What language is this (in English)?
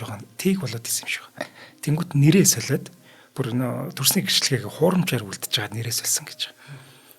Mongolian